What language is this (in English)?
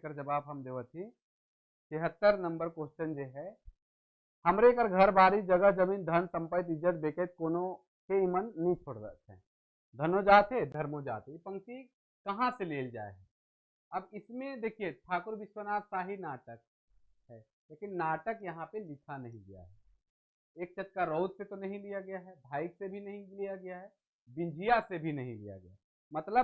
Sadri